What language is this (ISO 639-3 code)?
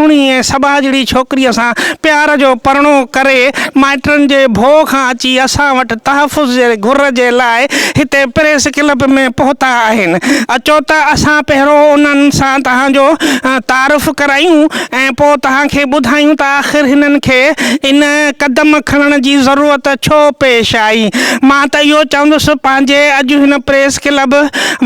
snd